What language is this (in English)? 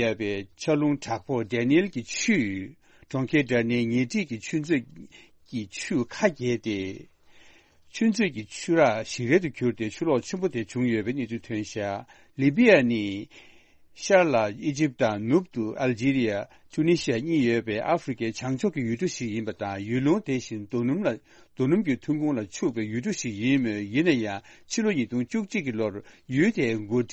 Tibetan